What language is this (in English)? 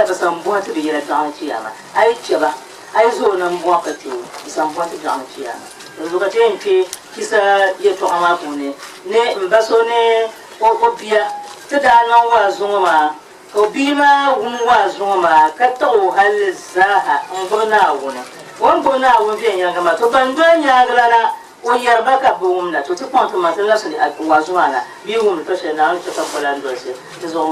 Dagbani